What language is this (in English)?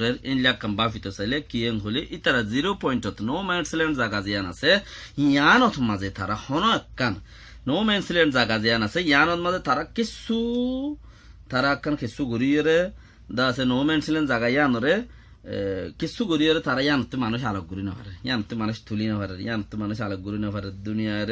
Rohingya